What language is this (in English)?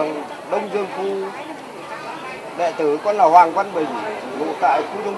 Vietnamese